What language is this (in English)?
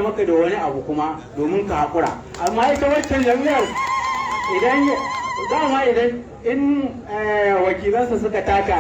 Hausa